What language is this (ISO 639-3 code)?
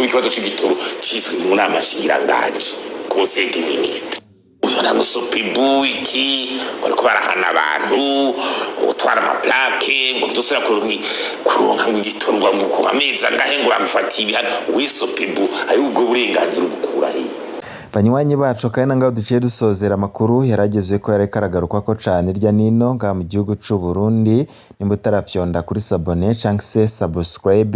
run